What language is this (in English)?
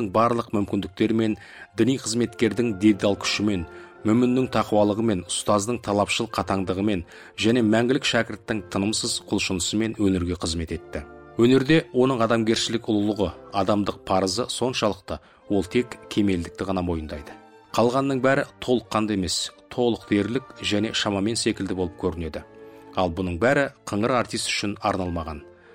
Kazakh